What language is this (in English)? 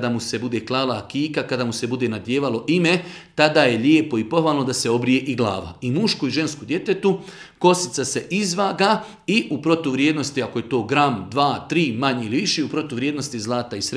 Bosnian